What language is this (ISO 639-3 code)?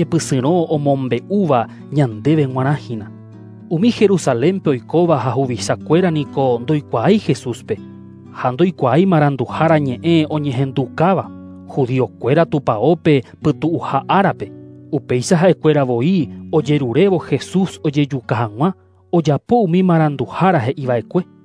grn